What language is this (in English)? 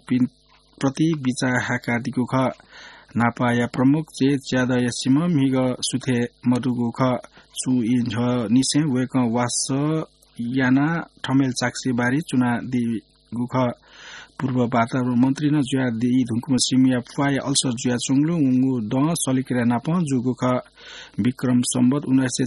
Newari